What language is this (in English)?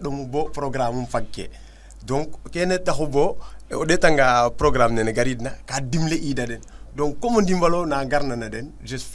Serer